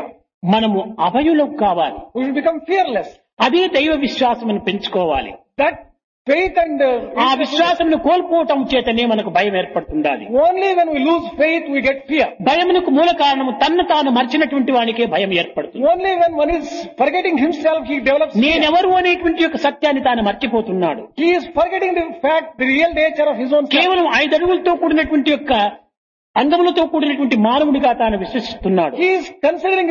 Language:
Telugu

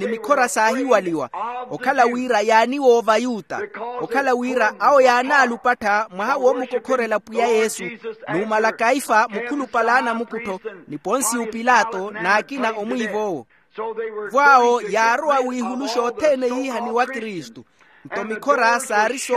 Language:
Makhuwa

